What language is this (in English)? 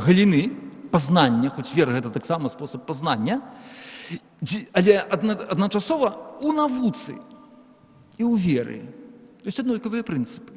Belarusian